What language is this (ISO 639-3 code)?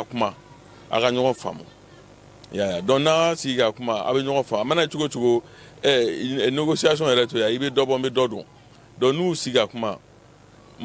bam